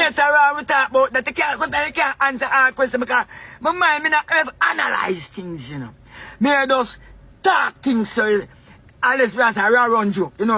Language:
Jamaican Creole English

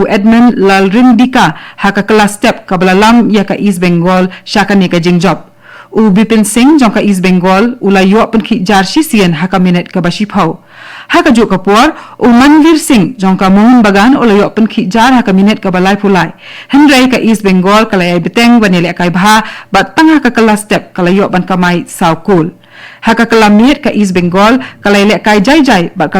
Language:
Khasi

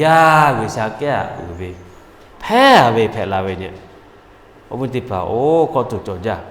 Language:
Lahu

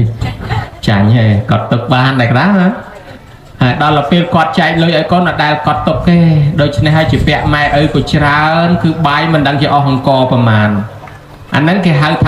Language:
Khmer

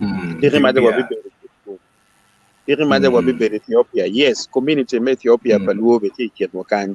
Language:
Acoli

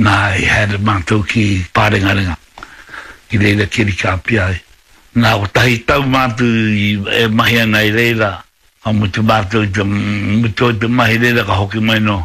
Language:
Māori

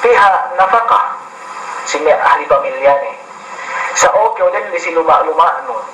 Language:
Yakan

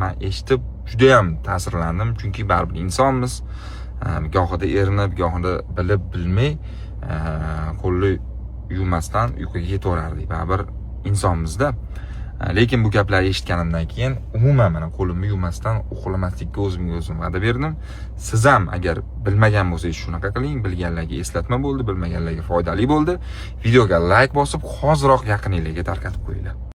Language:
Uzbek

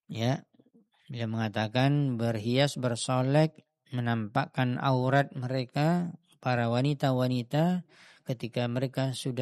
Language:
Indonesian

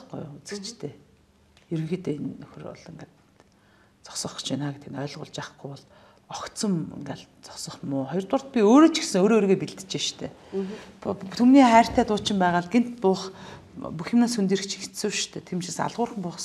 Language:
Mongolian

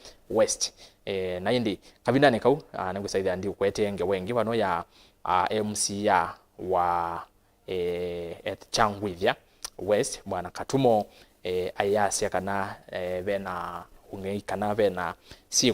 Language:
Kamba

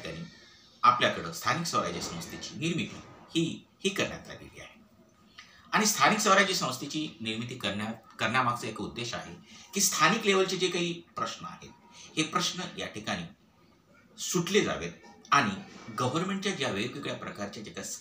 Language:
Marathi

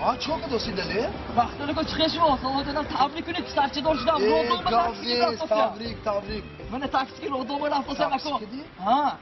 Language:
Tajik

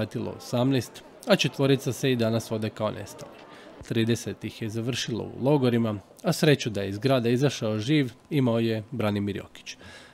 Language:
Croatian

